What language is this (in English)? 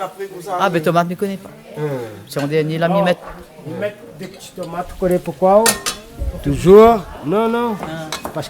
Réunion Creole French